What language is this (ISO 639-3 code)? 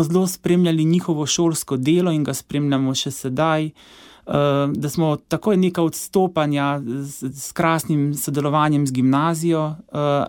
slv